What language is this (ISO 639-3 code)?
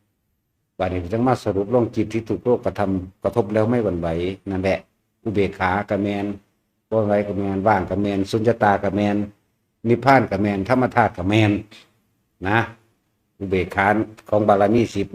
tts